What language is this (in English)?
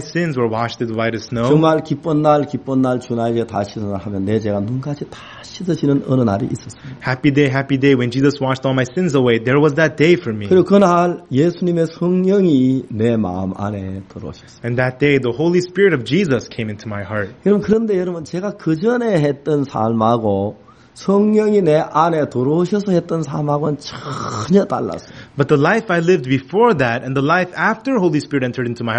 Korean